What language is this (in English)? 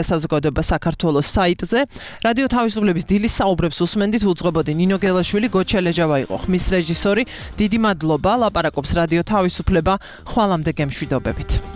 Georgian